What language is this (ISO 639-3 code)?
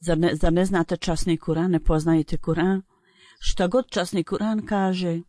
bos